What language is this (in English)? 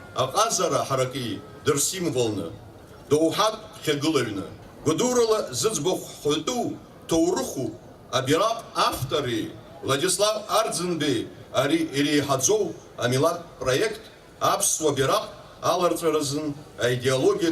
Abkhazian